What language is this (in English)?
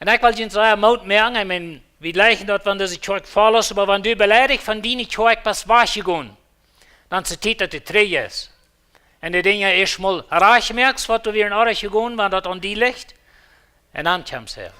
Plautdietsch